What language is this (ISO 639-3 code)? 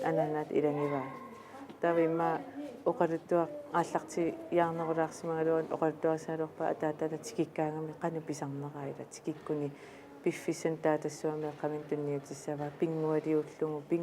kal